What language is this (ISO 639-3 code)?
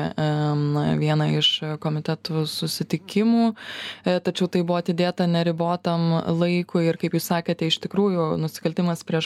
lit